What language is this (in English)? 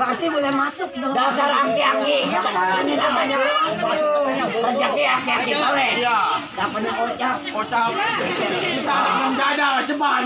Betawi